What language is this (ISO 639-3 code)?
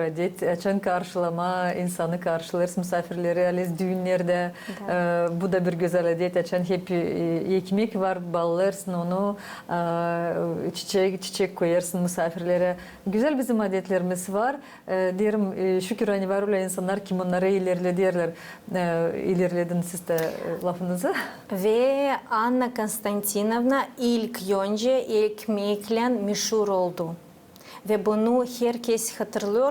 gag